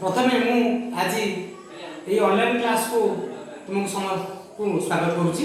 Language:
Odia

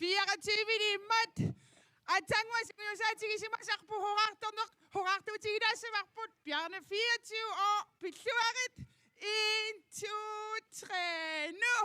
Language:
Kalaallisut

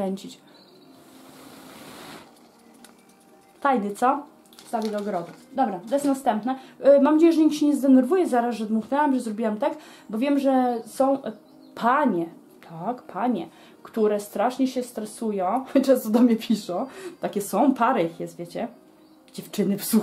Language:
Polish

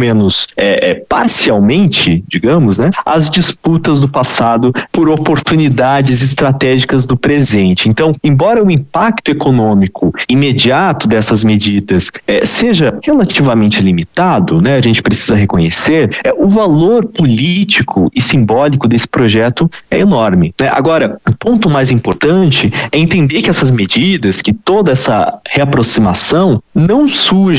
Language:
Portuguese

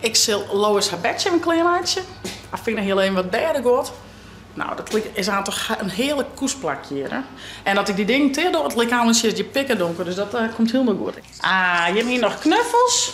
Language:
Western Frisian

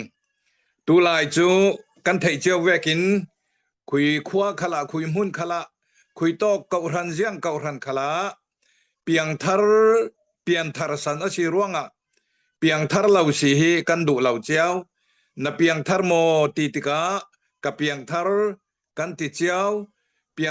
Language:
Hakha Chin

